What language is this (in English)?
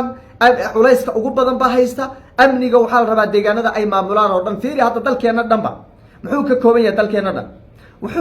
Somali